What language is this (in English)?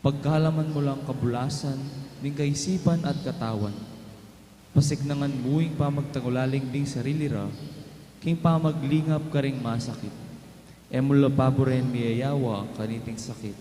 Pampanga